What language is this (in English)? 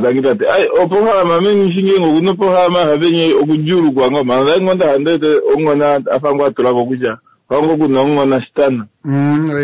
Kuanyama